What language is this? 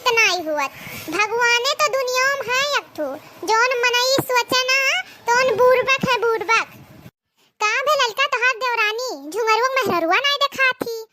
Awadhi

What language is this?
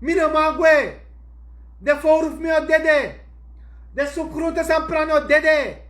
Sranan Tongo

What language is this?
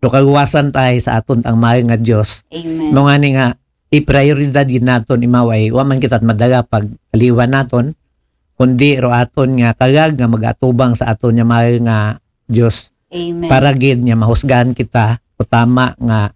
Aklanon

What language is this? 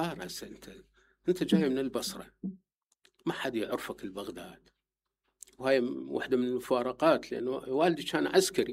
Mesopotamian Arabic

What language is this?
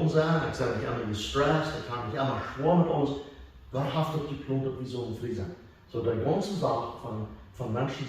Plautdietsch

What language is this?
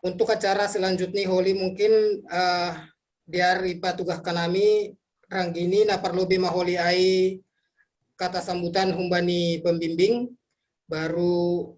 Batak Simalungun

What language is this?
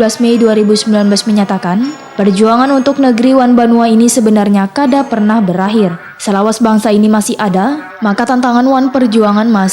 Banjar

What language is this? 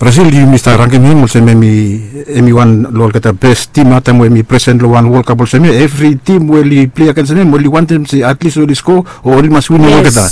Bislama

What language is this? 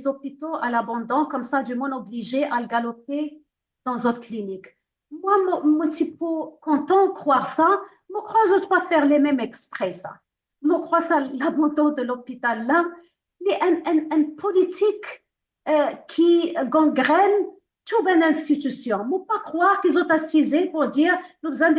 Morisyen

